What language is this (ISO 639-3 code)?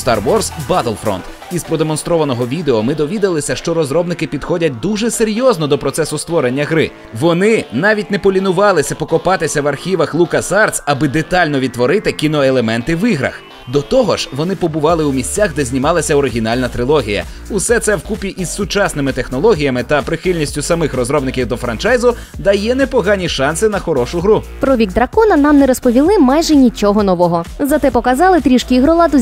ukr